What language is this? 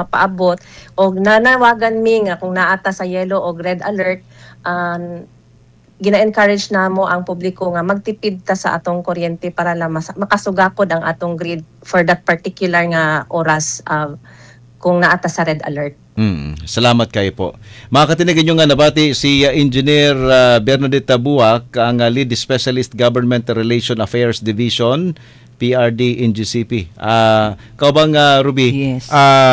Cebuano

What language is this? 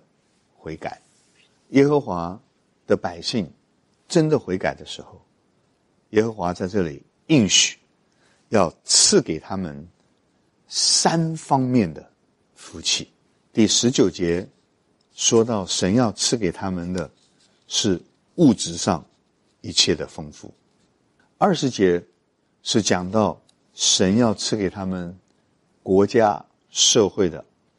Chinese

